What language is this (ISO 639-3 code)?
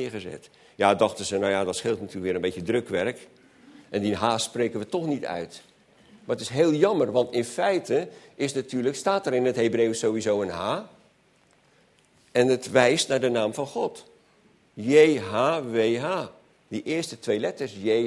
nld